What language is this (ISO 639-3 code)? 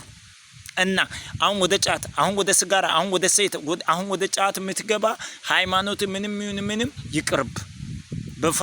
amh